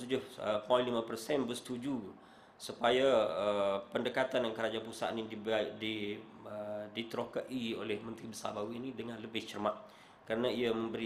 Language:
Malay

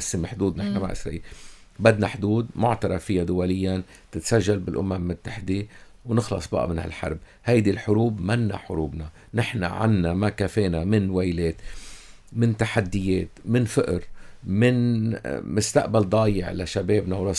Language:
North Levantine Arabic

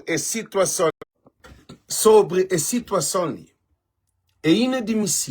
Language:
Kabuverdianu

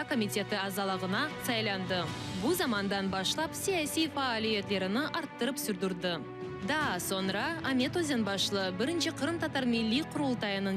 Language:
Crimean Tatar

